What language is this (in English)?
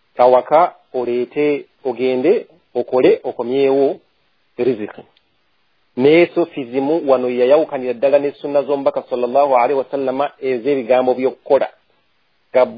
Ganda